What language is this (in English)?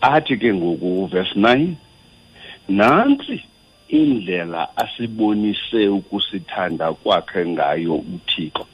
Xhosa